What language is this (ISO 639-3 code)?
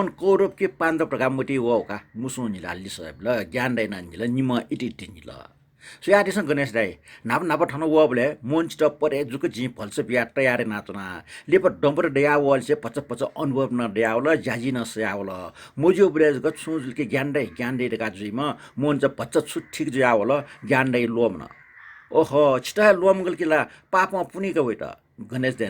new